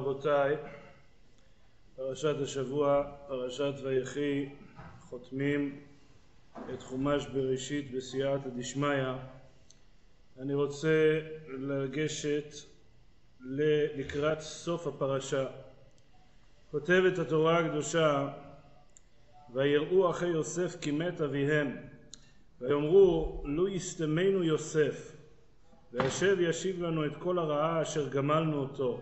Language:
Hebrew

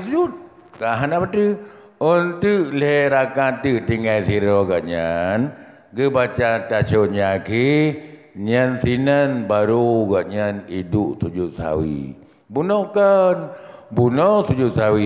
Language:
Achinese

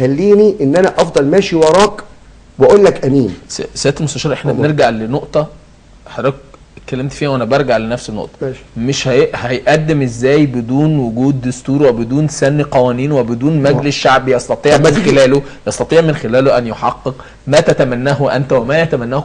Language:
Egyptian Arabic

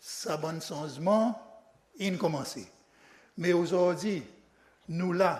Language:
Seselwa Creole French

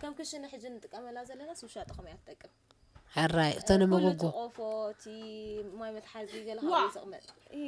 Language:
Tigrinya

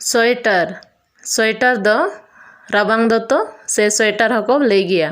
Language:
Santali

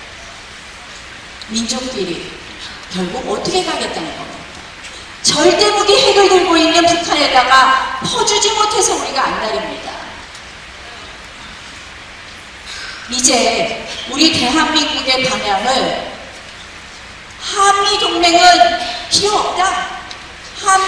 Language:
Korean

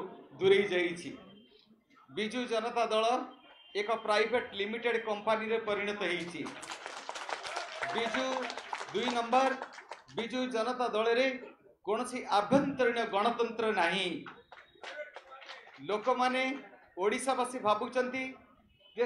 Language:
Odia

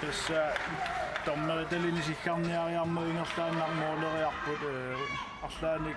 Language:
Kalaallisut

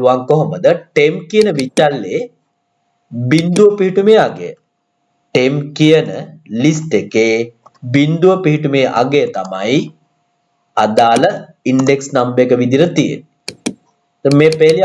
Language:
Sinhala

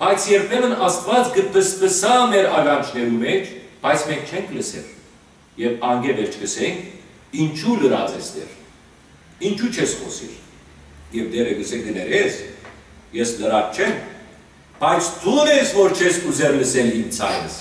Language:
Western Armenian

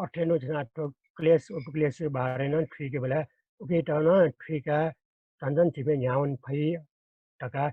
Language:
Newari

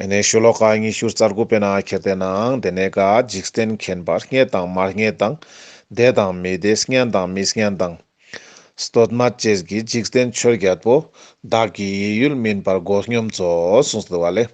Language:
Ladakhi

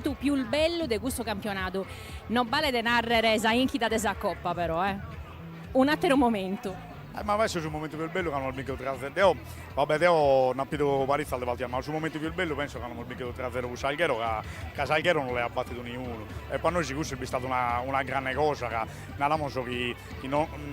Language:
Sardinian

